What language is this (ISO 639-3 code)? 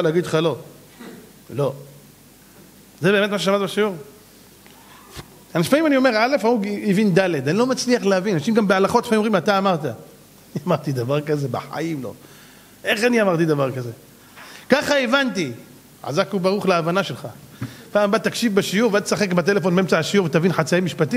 heb